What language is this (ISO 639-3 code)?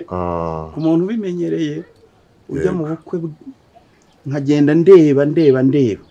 kin